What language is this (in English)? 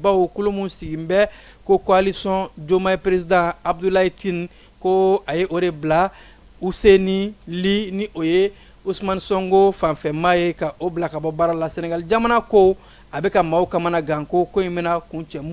Bambara